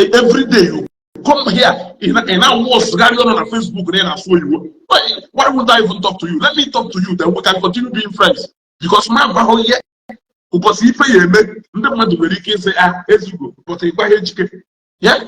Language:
Igbo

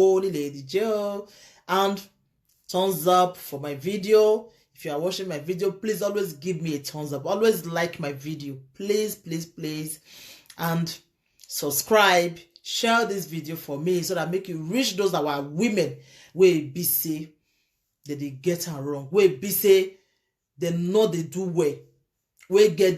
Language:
Nigerian Pidgin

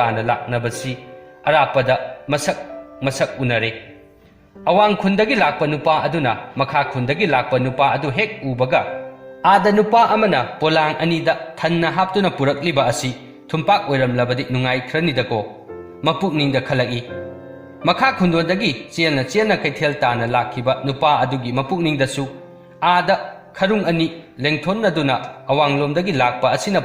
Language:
Manipuri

